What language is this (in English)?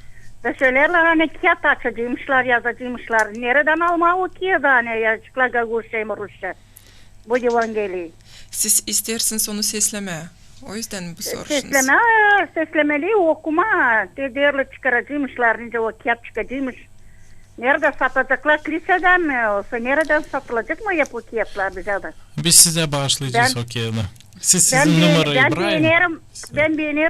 Gagauz